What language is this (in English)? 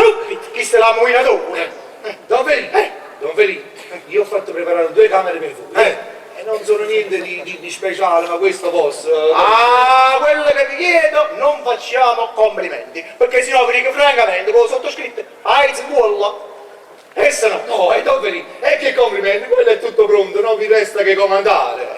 Neapolitan